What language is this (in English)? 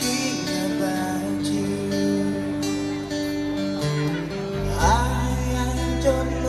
Indonesian